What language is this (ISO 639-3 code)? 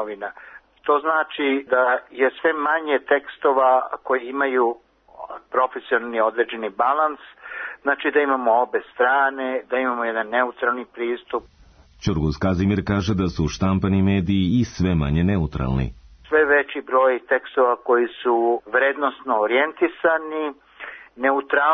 srp